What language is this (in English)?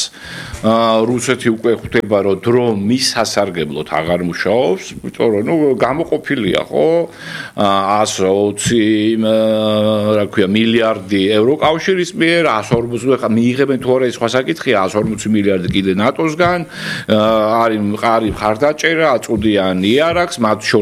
Georgian